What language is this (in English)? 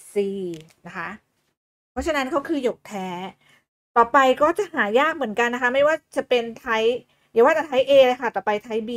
Thai